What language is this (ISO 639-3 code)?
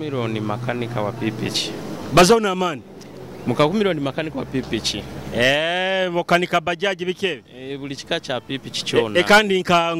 nyo